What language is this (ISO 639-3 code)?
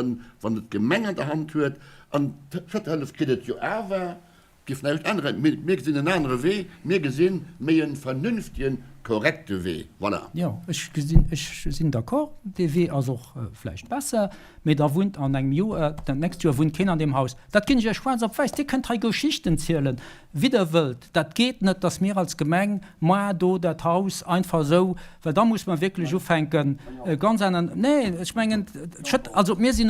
ltz